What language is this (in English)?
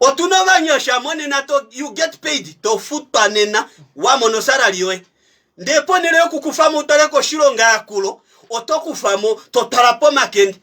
Kuanyama